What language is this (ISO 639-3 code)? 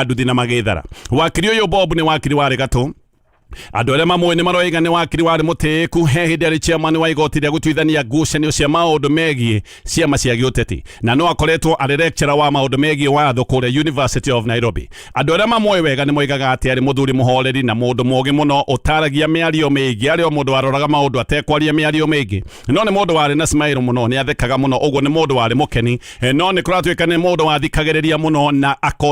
kik